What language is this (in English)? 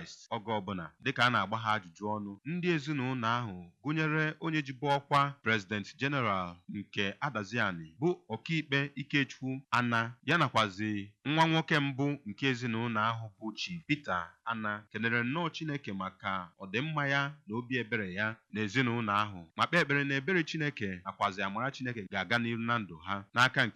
Igbo